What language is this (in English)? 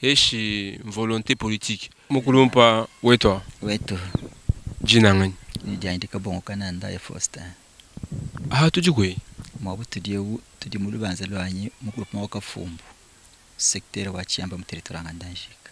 Luba-Lulua